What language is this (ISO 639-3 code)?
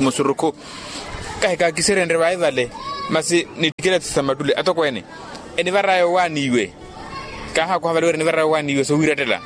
vmw